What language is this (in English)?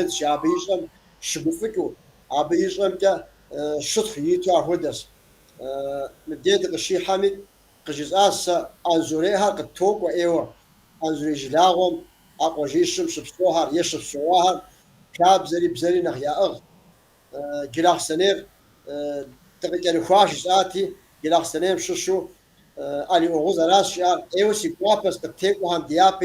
Kabardian